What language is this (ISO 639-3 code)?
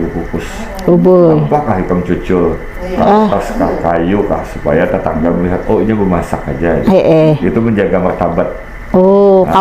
bjn